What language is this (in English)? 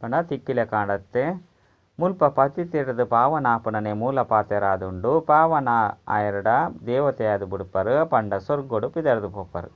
Tulu